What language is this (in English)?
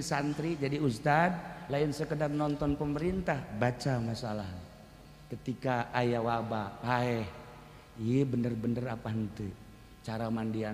Sundanese